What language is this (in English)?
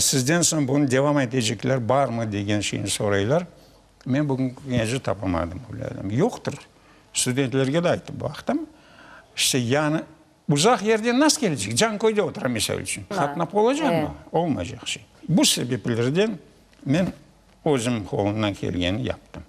Crimean Tatar